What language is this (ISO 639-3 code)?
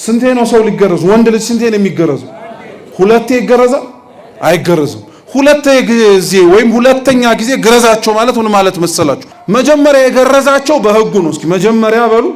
amh